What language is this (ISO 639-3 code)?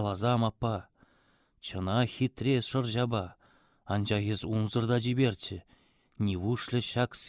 chv